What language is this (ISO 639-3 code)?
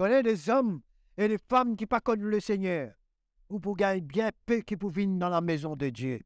mfe